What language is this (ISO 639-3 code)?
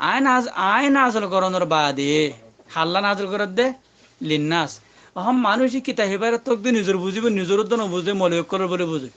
rhg